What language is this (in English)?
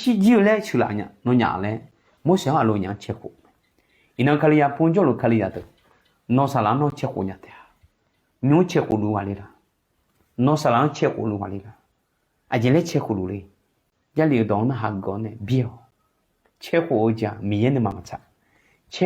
Akha